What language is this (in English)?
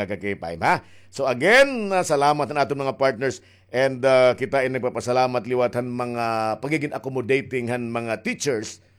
Waray